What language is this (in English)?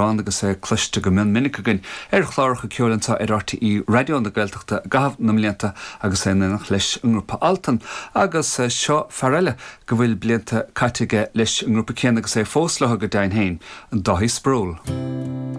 Irish